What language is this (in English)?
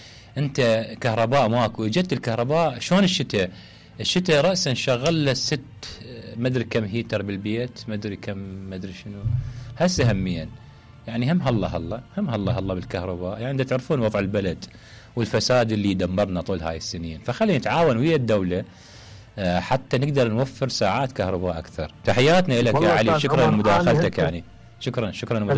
Mesopotamian Arabic